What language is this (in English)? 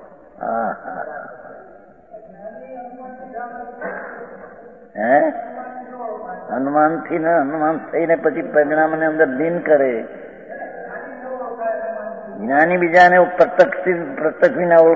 Gujarati